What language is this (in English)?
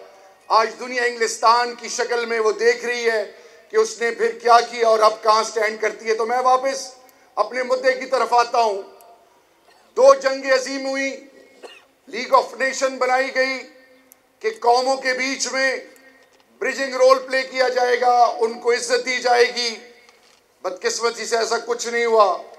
Urdu